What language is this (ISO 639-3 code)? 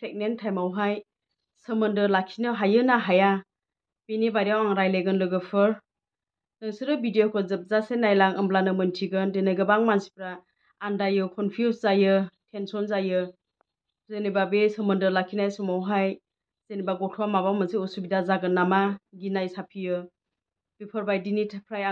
brx